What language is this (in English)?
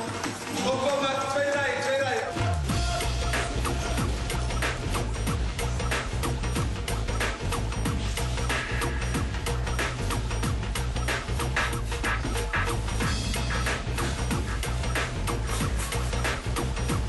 Dutch